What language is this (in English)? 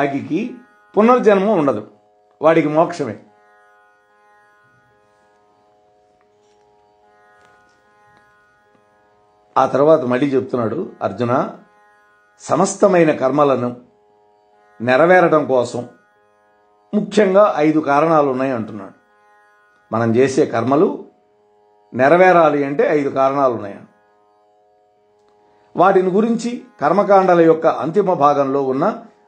Telugu